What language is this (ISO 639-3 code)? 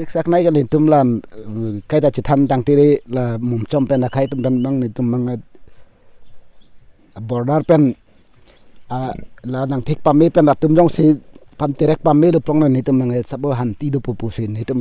mjw